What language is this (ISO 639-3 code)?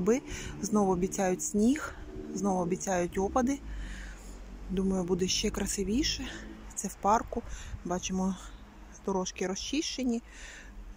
ukr